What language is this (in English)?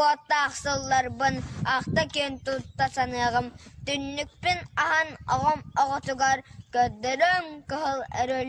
Yakut